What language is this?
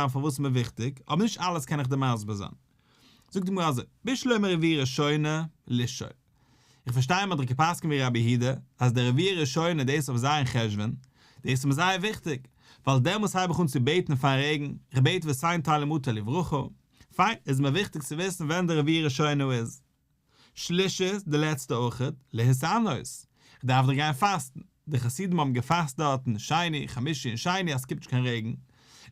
Yiddish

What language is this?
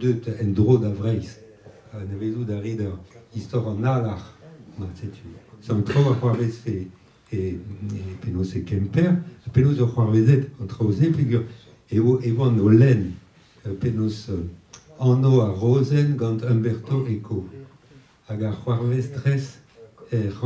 Breton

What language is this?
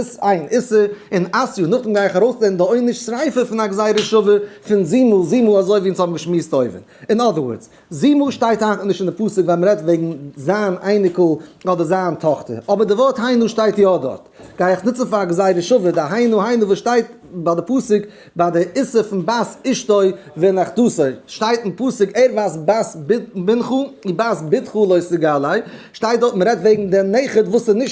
Yiddish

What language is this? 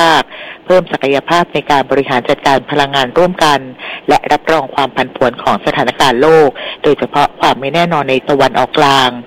Thai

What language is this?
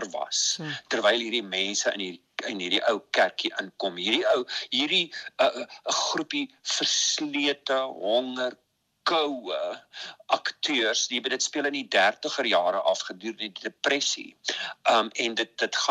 Afrikaans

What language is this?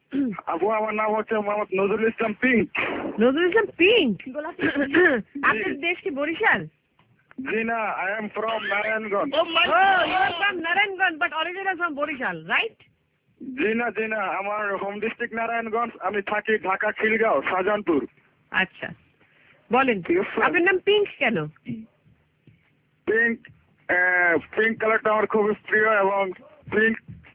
Bangla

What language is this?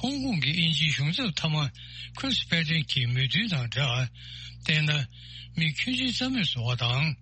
Tibetan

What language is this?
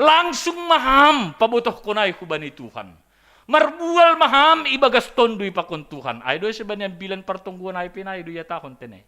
Batak Simalungun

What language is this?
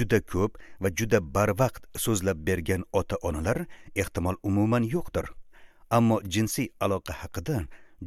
Uzbek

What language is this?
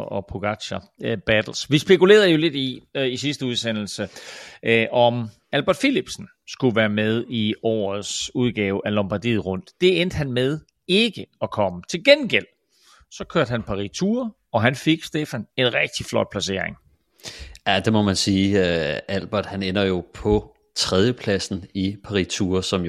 Danish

